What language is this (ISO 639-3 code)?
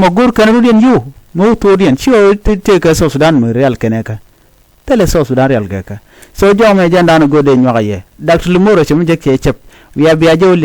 nus